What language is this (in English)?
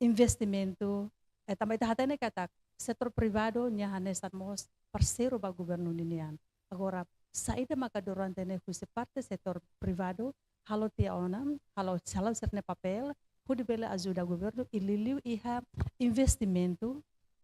Tetum